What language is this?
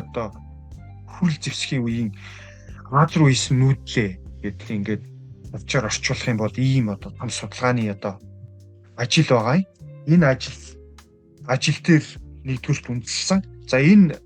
Mongolian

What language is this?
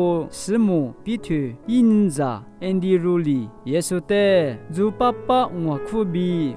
Lisu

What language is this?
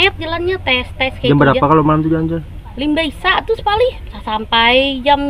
Banjar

